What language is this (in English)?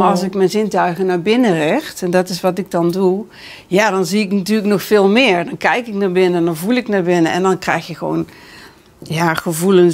Dutch